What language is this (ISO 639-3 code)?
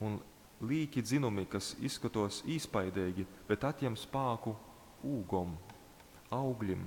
ltg